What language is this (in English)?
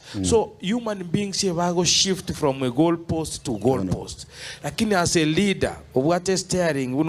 Gusii